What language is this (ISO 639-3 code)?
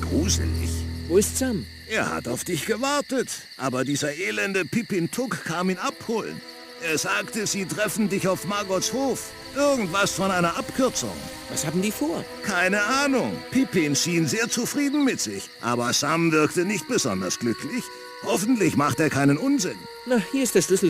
bar